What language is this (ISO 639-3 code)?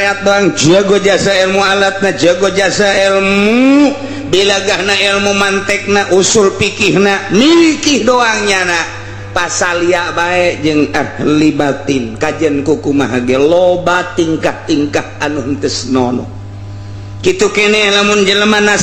sun